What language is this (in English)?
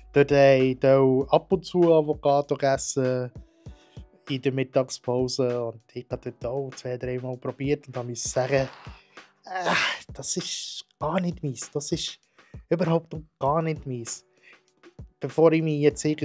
Swiss German